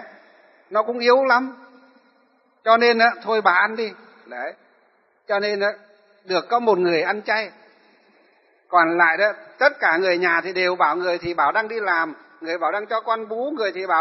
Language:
Vietnamese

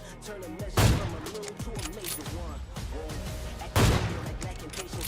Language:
Kara-Kalpak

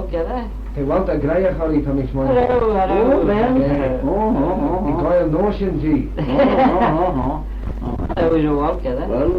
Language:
Manx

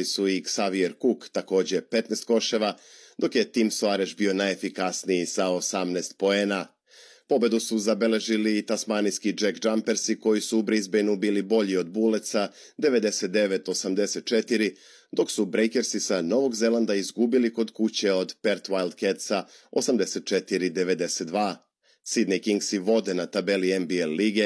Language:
Serbian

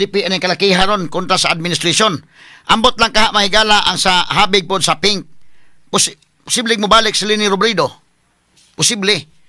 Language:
Cebuano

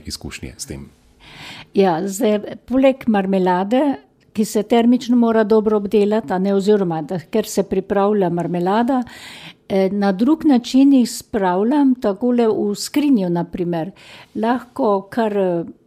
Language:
Slovenian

